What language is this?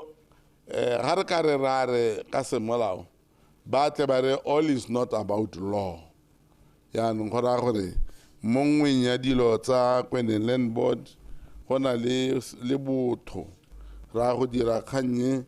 Tswana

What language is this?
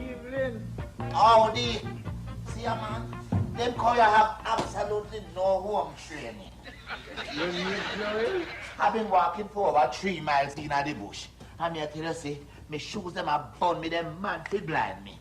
Jamaican Creole English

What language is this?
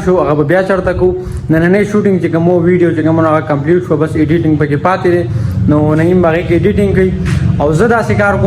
Pashto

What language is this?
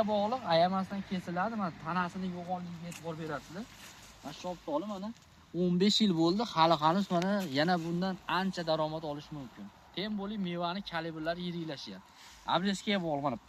Uzbek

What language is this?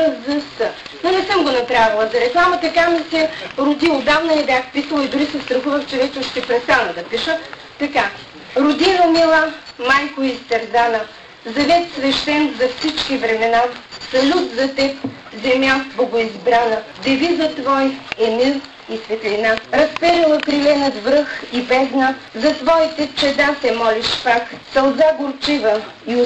Bulgarian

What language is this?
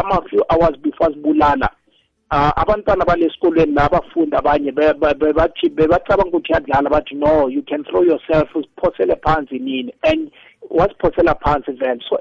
South Ndebele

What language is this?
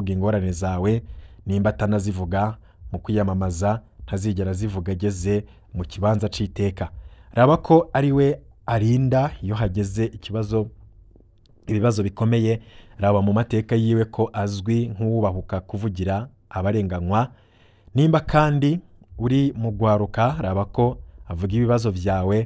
Rundi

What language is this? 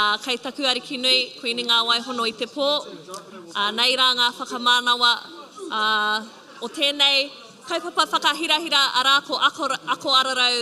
Māori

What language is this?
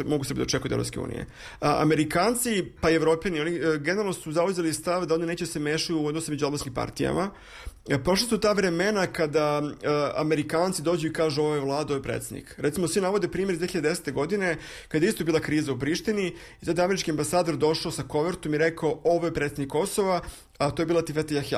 Serbian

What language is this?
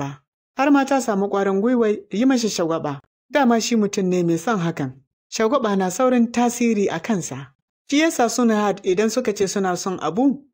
Hausa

